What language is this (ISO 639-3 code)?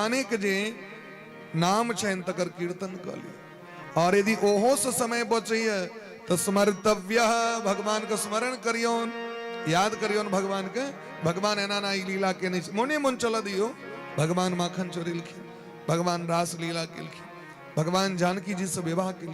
mai